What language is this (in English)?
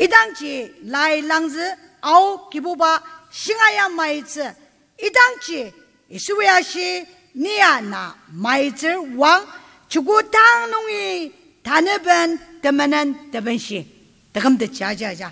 Ao Naga